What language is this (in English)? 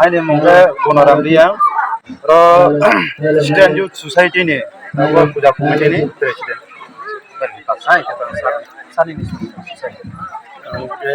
Riang (India)